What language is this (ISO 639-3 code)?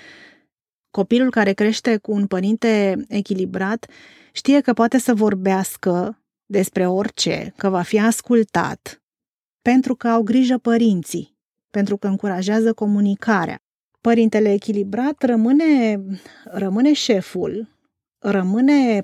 ron